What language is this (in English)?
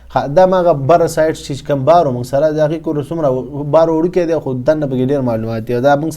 Pashto